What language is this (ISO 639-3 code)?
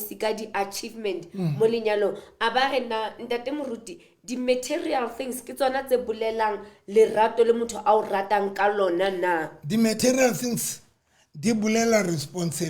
sot